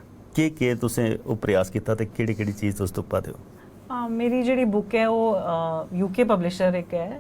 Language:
Dogri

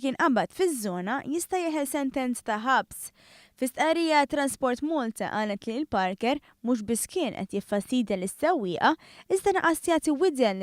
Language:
Maltese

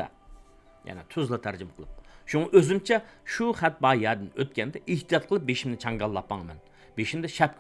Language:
Uyghur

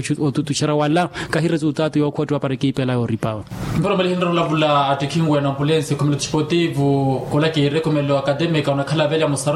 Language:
Makhuwa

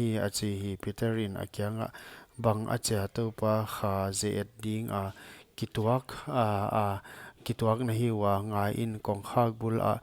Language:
Paite Chin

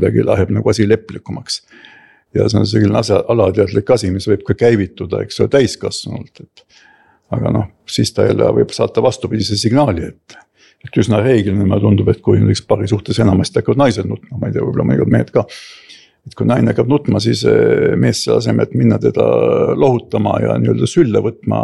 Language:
Estonian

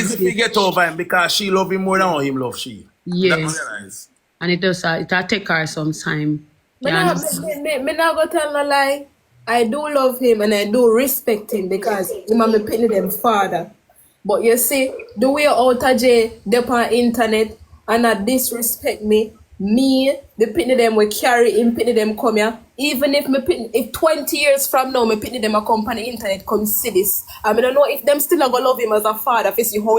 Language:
Jamaican Creole English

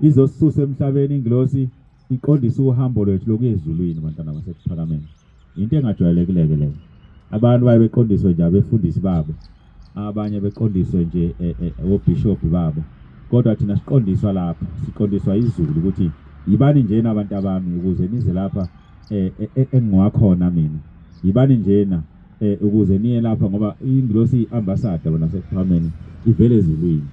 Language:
Zulu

